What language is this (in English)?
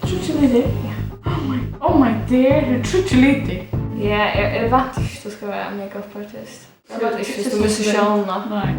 Faroese